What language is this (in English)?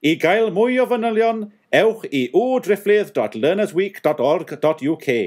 Welsh